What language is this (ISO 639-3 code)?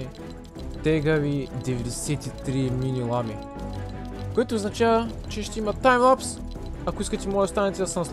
bul